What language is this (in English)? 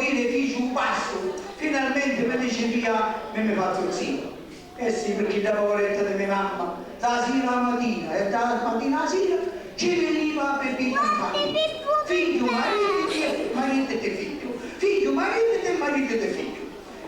Sicilian